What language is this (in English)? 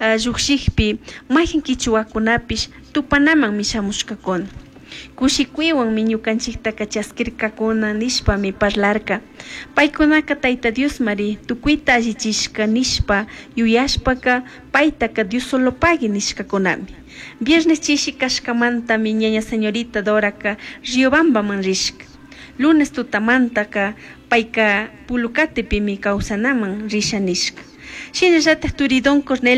Chimborazo Highland Quichua